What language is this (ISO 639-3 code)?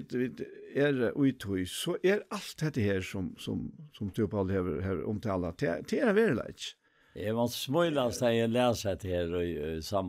fao